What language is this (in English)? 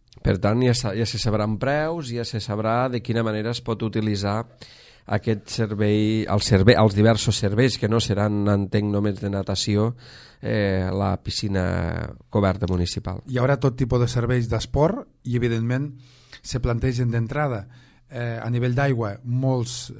Catalan